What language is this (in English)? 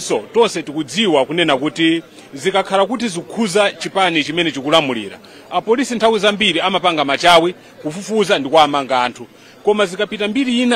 Nyanja